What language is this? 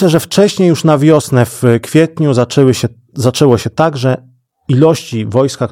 Polish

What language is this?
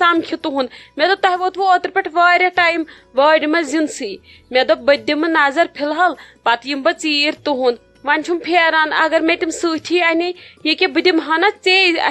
Kashmiri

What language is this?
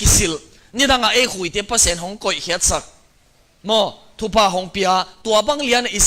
Tedim Chin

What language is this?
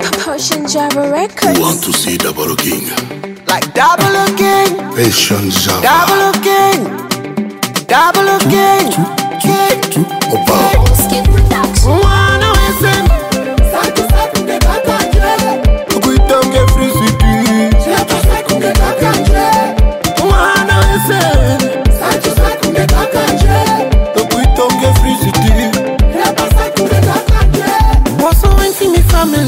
Swahili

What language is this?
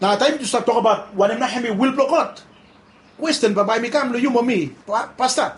Bislama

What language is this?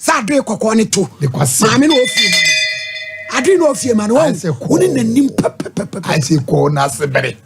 Akan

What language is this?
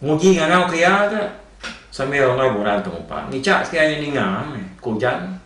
Iban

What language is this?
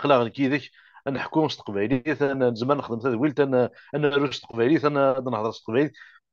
Kabyle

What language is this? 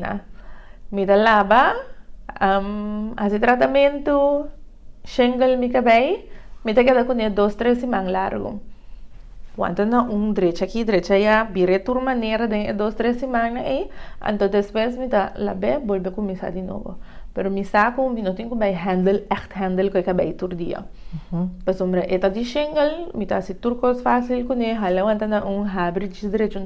Papiamento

